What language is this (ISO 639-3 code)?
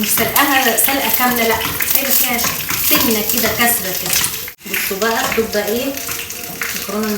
arz